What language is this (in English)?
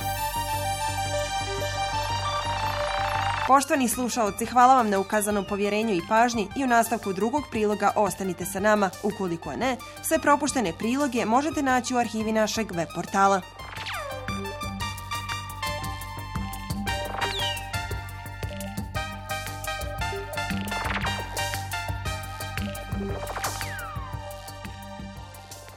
Bosnian